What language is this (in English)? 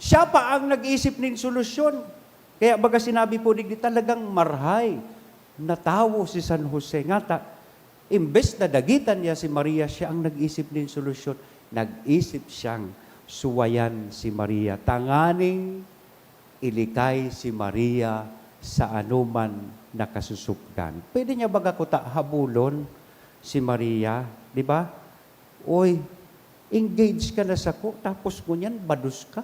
Bikol